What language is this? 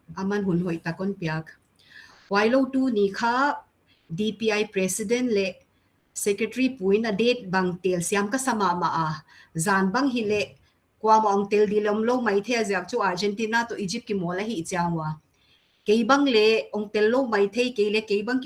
Paite Chin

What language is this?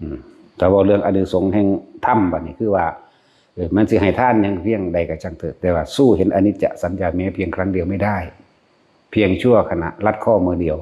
Northeastern Thai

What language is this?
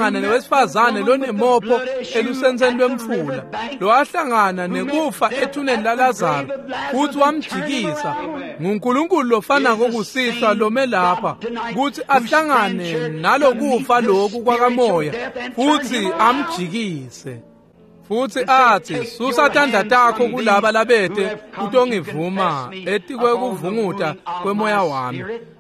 Swati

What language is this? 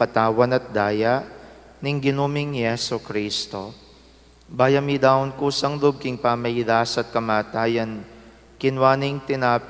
Pampanga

